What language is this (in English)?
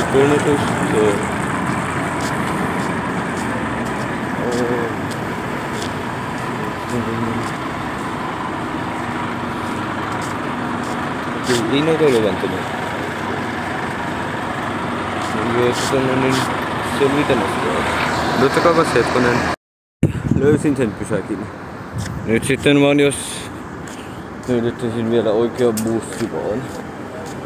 Finnish